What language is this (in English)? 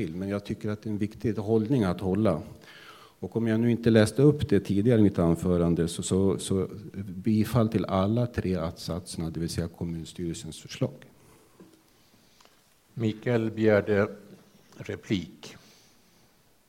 Swedish